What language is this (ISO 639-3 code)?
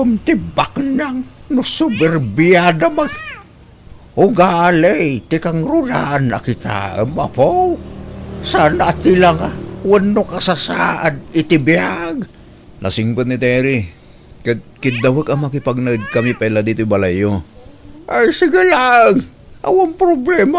ilo